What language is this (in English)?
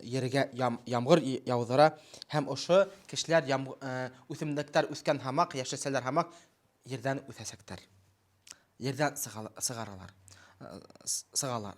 Bashkir